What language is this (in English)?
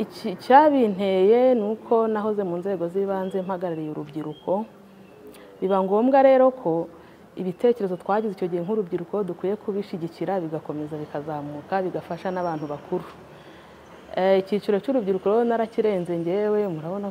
Kinyarwanda